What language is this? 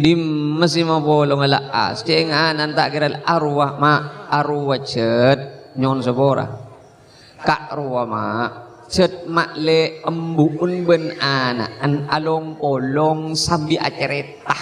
Madurese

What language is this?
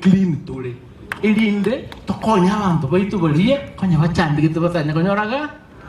Gusii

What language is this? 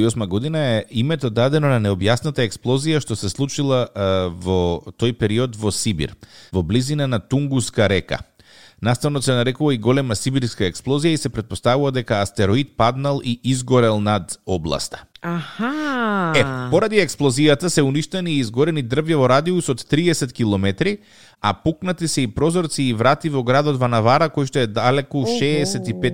Macedonian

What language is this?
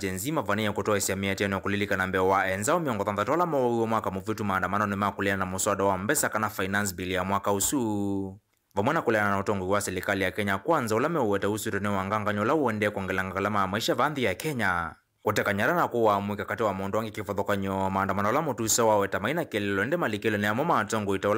Kamba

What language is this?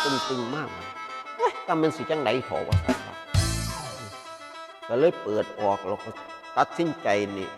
Northeastern Thai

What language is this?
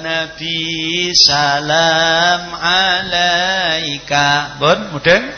Javanese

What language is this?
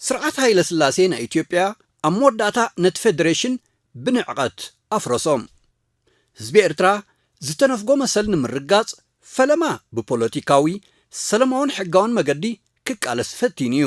Tigrinya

